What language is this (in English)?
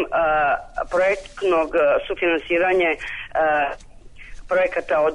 Serbian